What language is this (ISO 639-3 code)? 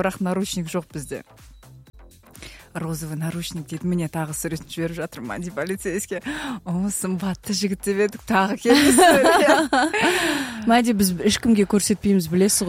kaz